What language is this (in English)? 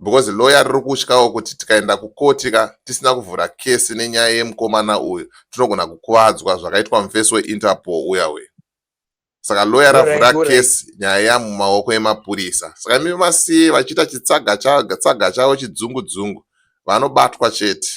Shona